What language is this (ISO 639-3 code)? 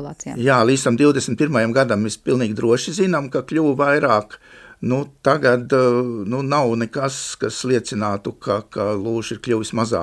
lav